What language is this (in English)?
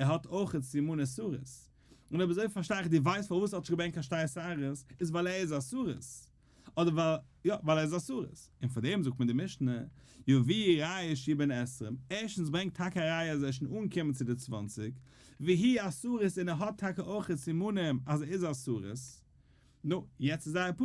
Yiddish